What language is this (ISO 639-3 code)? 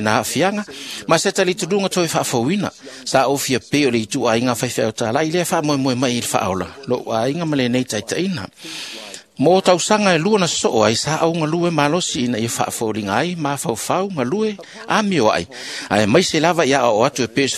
smo